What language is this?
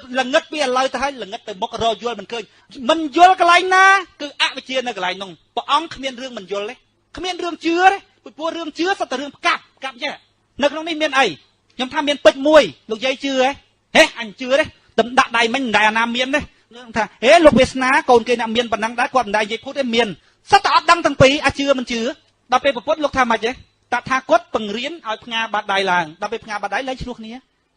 Khmer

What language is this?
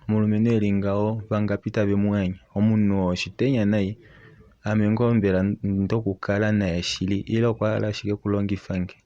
Kuanyama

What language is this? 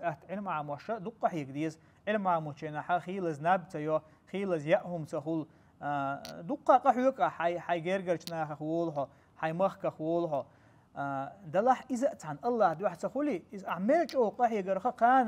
Chechen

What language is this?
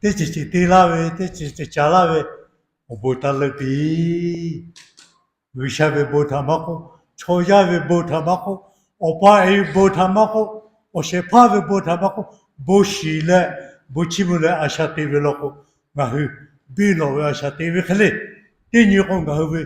Lahu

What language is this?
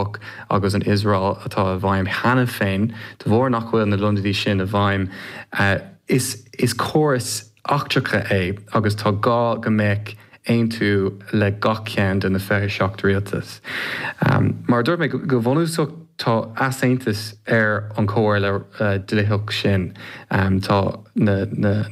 Irish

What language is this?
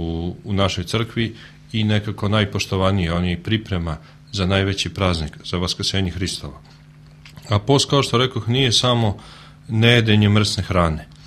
Serbian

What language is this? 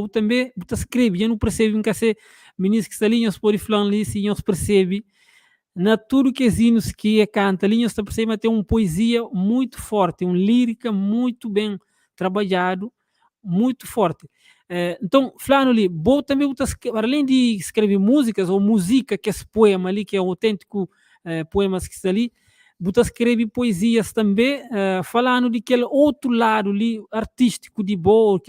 Kabuverdianu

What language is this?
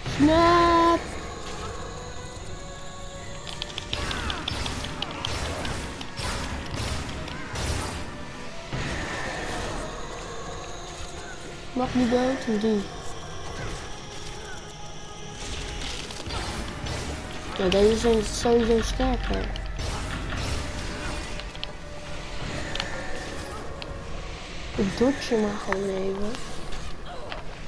Dutch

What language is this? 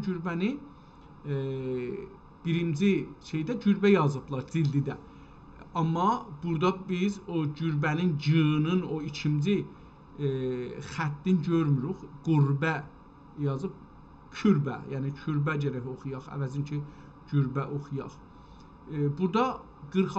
South Azerbaijani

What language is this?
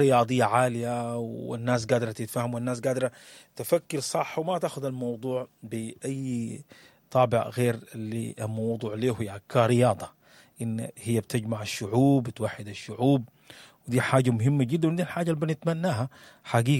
Sudanese Arabic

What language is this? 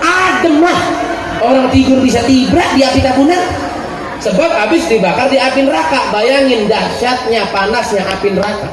Betawi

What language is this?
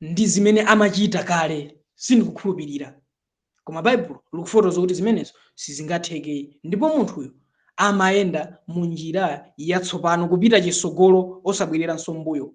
Nyanja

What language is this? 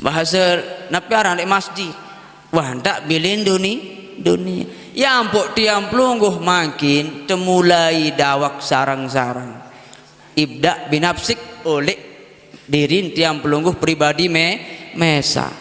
Sasak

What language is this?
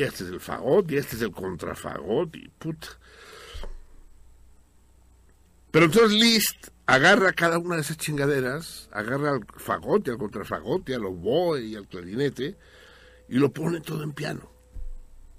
Spanish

